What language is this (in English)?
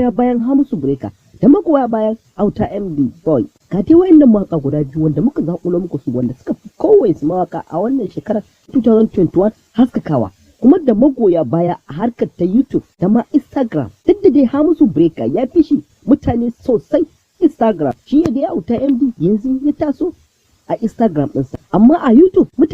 Hausa